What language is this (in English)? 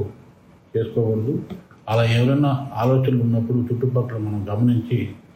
Telugu